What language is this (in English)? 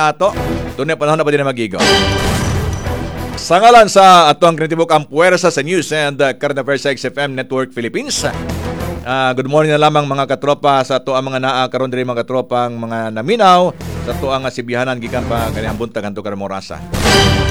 Cebuano